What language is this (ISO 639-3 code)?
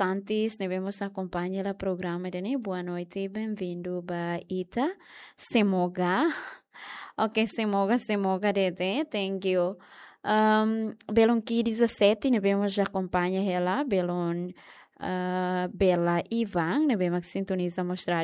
tet